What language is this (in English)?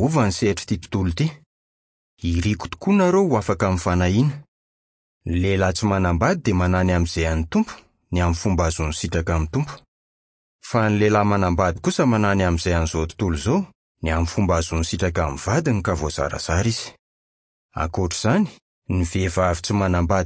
Malagasy